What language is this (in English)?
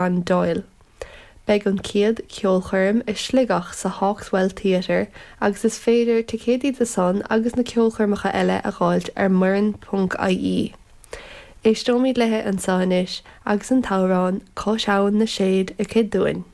Irish